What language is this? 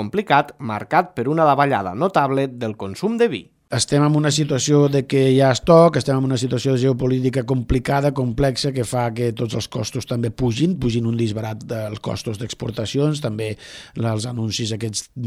Catalan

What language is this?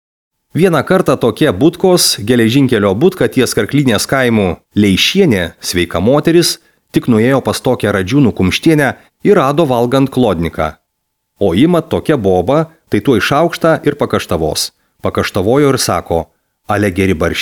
Lithuanian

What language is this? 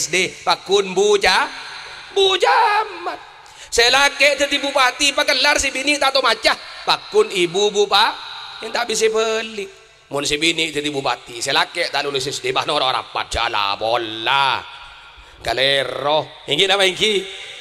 Madurese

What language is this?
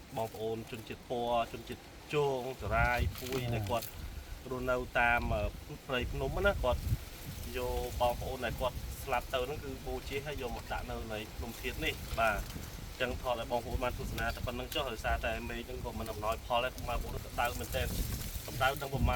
Khmer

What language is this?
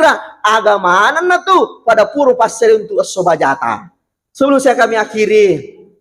Buginese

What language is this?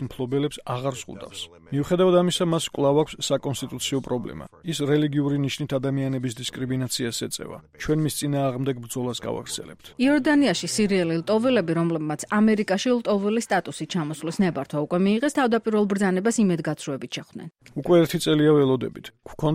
Georgian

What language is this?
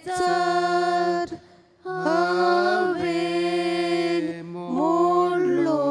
Konkani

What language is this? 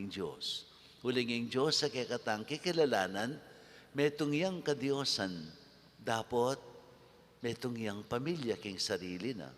Pampanga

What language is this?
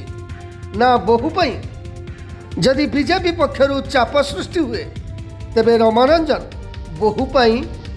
Odia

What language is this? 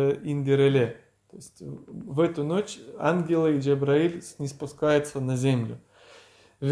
Crimean Tatar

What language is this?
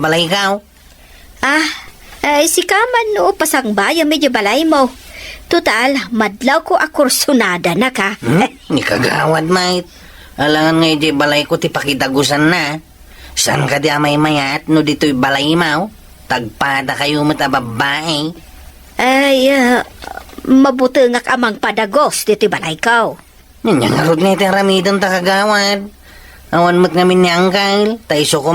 Iloko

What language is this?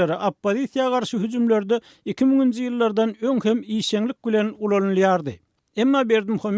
Turkmen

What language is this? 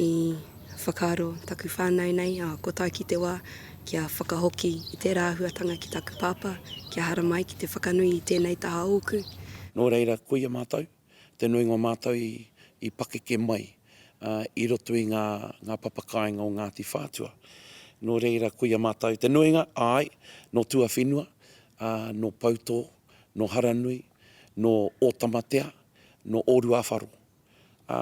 Māori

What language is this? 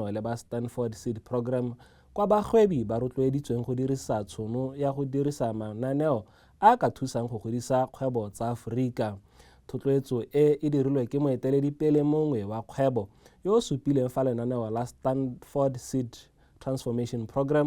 Tswana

